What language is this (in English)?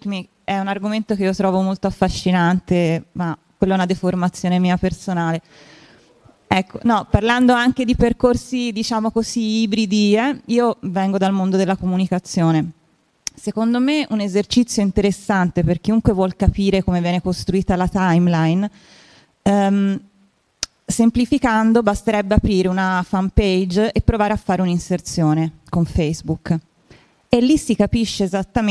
Italian